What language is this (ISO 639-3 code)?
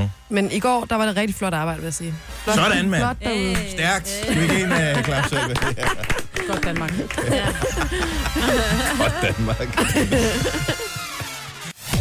dan